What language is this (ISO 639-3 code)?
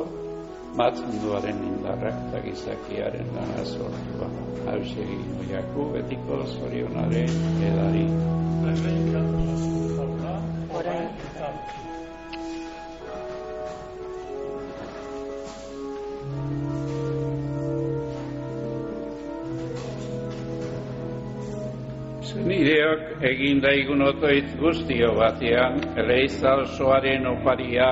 eus